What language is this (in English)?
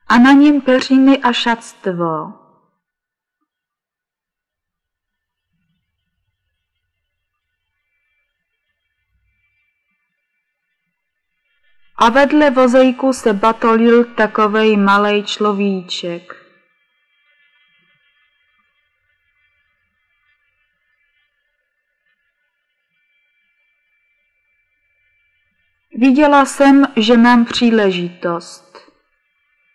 Czech